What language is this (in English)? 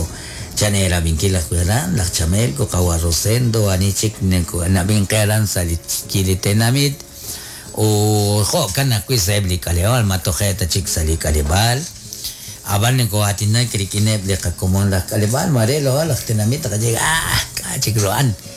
Kekchí